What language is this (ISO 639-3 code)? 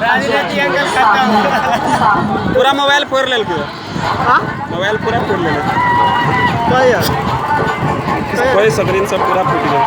mai